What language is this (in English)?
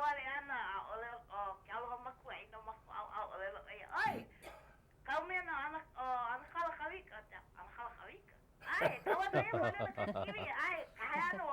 Hawaiian